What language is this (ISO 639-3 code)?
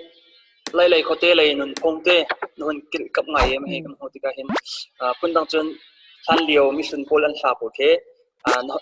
cnh